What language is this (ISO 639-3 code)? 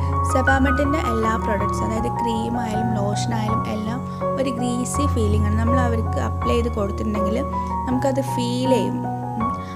mal